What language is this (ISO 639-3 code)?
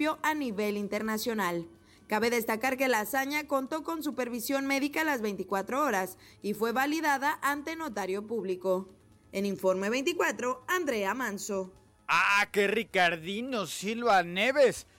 spa